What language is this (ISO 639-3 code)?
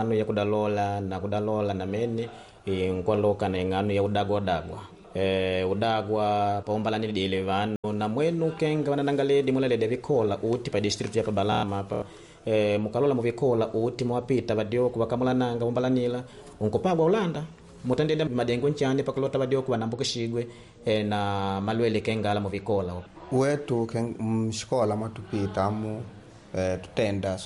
kde